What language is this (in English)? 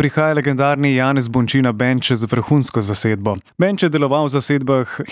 Slovenian